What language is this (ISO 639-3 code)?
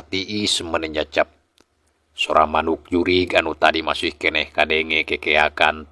sun